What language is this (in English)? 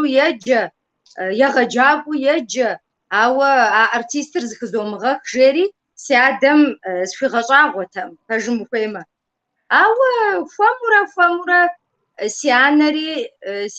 Kabardian